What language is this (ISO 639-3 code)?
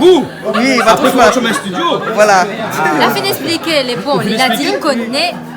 rcf